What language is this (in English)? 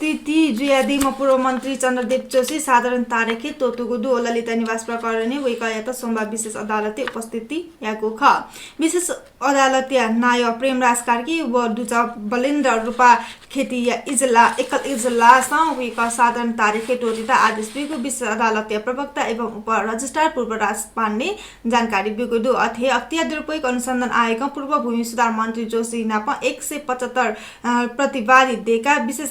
Newari